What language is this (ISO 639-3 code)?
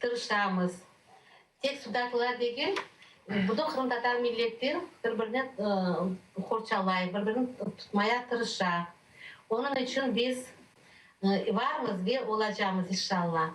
crh